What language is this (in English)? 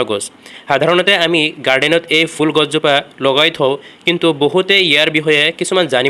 Assamese